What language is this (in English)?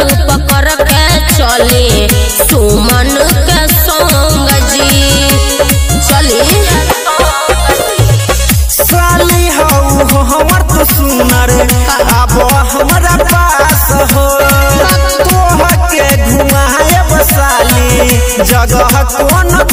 Bhojpuri